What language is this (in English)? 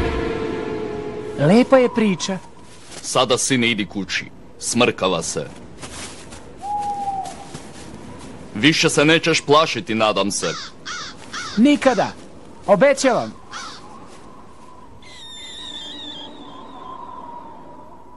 Serbian